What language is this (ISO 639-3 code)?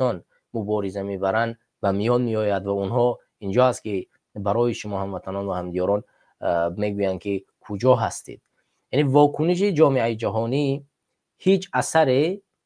tgk